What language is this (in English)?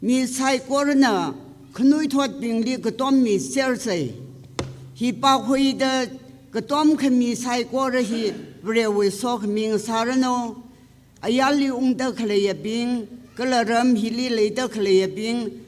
Tangkhul Naga (India)